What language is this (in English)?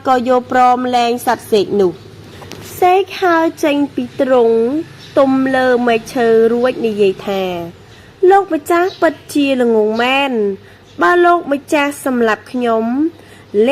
Khmer